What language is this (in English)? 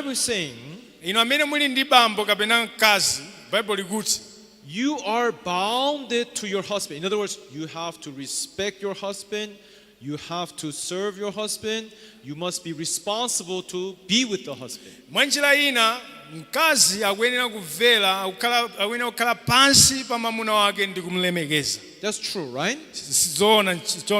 Nyanja